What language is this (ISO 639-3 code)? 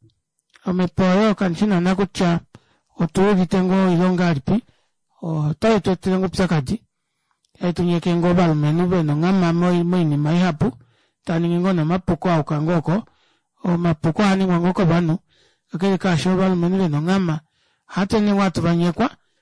kua